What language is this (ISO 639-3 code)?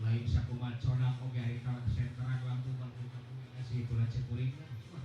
sun